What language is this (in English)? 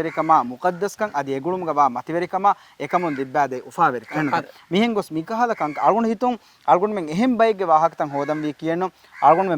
Divehi